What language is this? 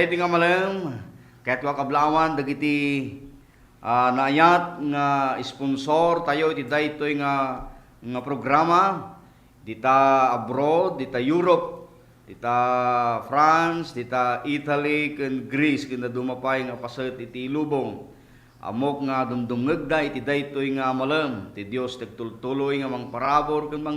Iloko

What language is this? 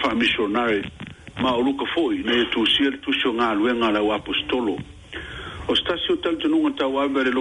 Samoan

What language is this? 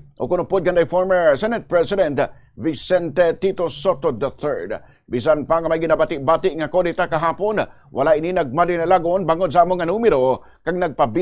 Hiligaynon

